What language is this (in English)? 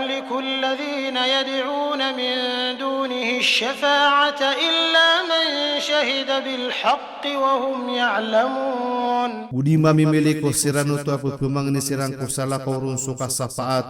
Maranao